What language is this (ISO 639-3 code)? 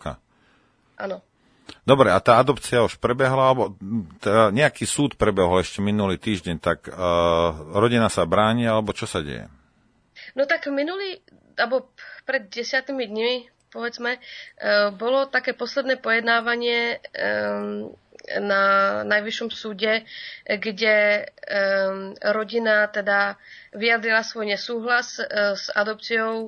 slk